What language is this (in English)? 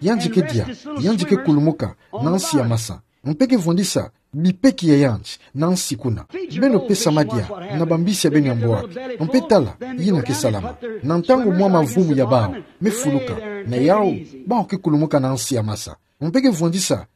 Kituba (Democratic Republic of Congo)